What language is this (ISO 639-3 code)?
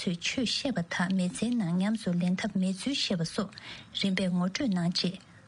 bod